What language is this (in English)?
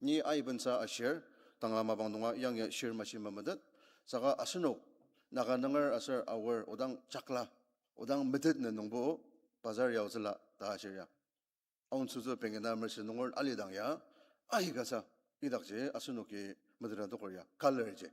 Ao Naga